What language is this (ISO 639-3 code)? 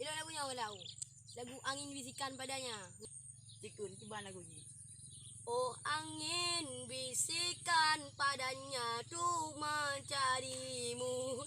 ace